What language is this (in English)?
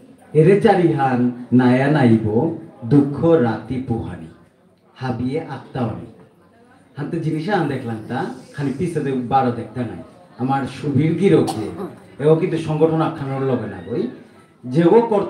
Bishnupriya